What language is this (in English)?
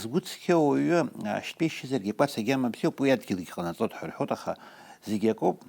Abkhazian